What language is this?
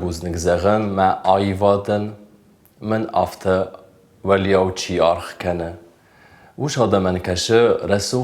Ossetic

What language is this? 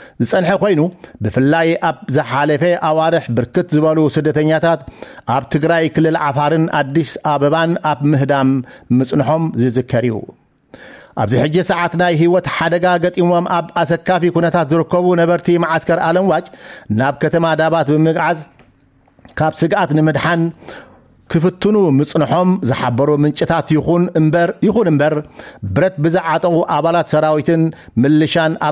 Tigrinya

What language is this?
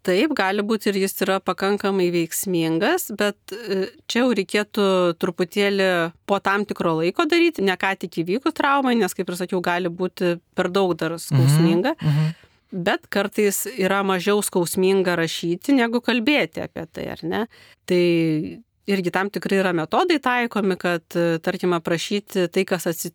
Lithuanian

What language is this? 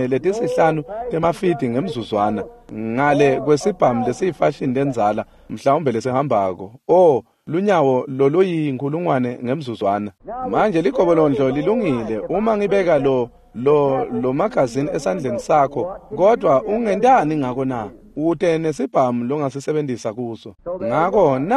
Swati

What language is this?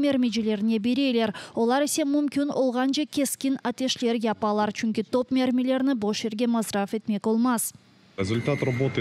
Crimean Tatar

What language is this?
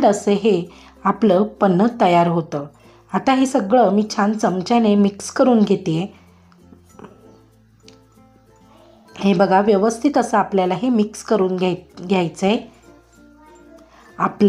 Marathi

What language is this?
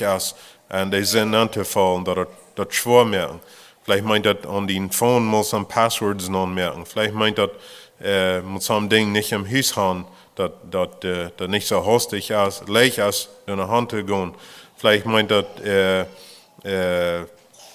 Plautdietsch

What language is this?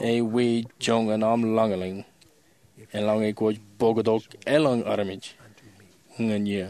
Marshallese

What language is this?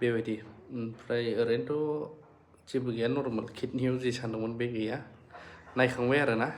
Bodo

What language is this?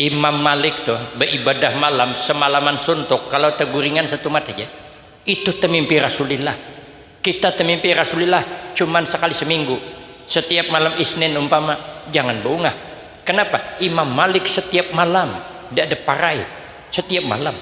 Banjar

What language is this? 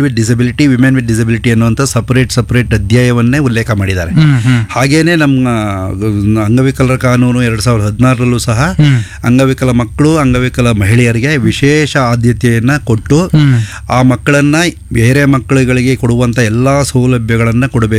Kannada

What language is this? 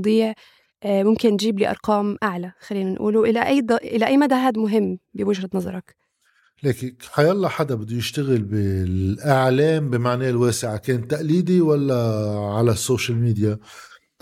North Levantine Arabic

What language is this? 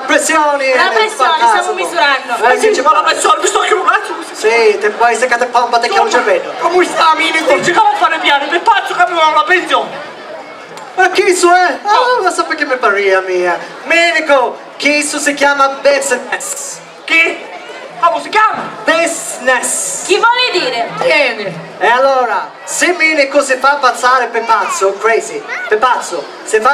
Sicilian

